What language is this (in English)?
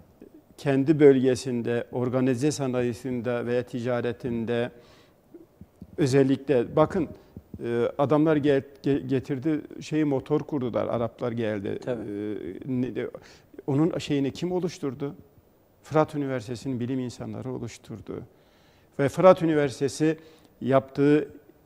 Turkish